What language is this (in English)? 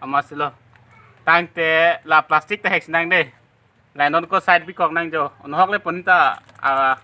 Karbi